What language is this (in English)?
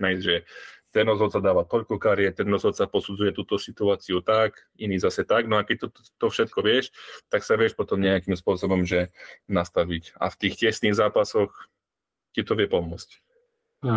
Slovak